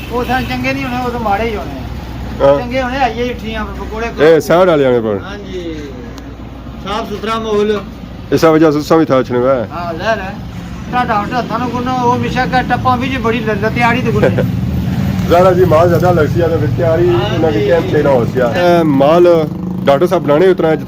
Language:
Pahari-Potwari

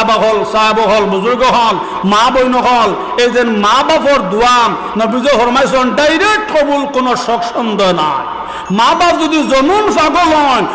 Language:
Sylheti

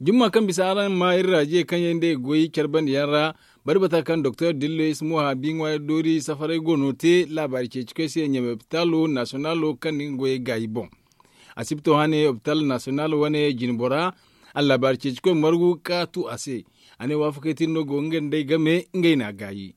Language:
Zarma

